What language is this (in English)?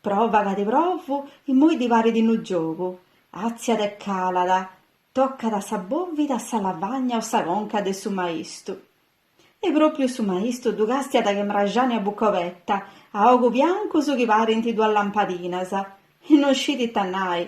Sardinian